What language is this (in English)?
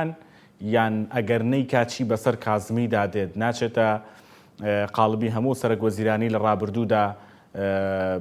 Central Kurdish